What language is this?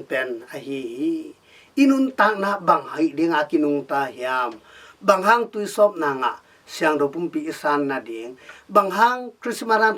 Tedim Chin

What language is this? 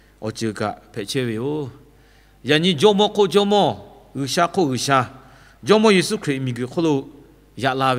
Lahu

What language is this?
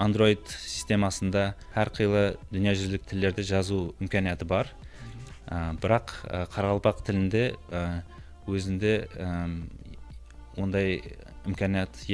Kara-Kalpak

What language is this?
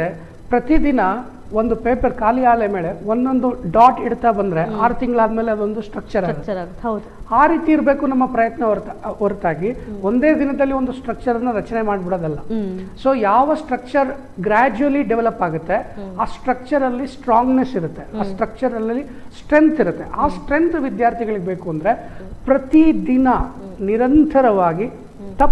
Kannada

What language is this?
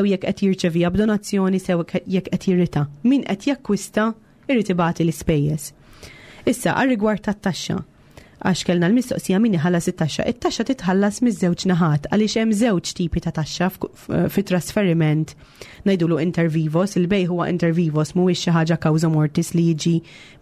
Maltese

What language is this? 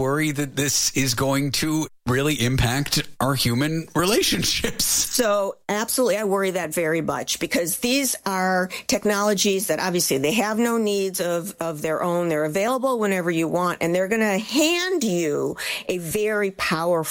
English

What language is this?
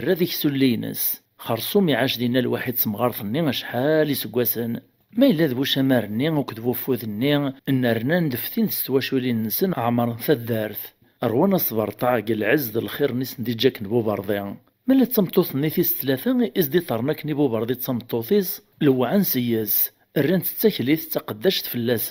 Kabyle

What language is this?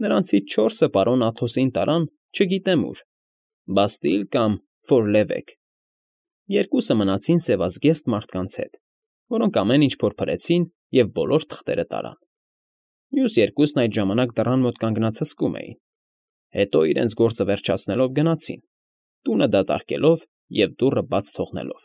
Armenian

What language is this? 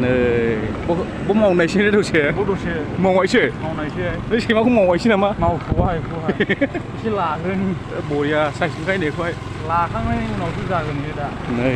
Bodo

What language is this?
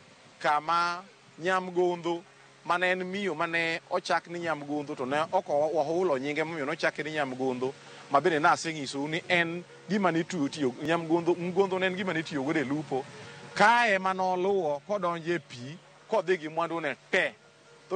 Luo (Kenya and Tanzania)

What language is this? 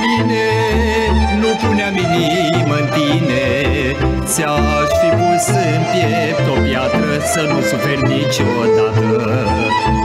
Romanian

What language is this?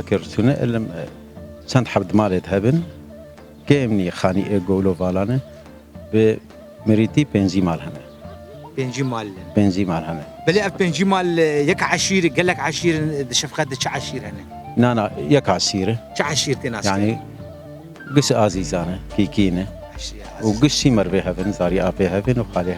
Kurdish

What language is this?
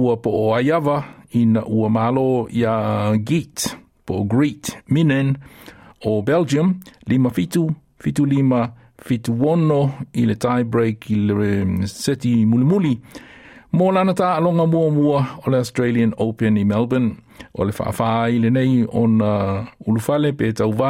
Samoan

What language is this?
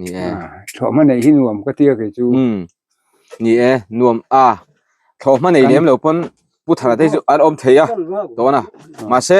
Mizo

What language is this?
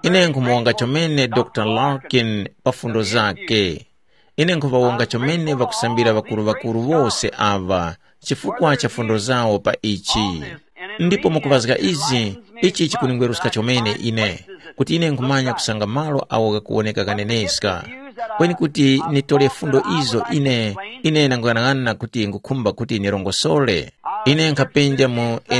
Tumbuka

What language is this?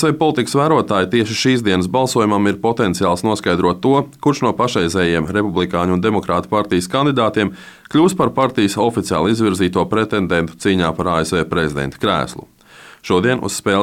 Latvian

